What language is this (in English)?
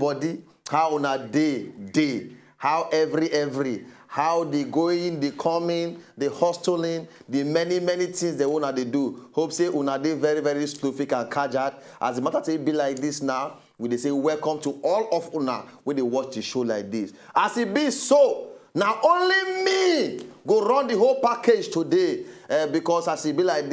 Nigerian Pidgin